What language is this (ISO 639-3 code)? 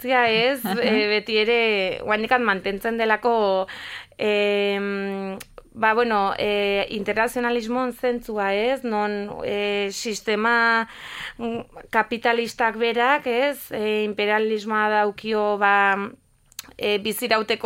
eus